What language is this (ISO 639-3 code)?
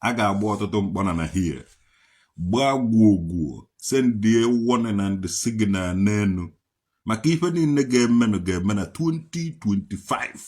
ibo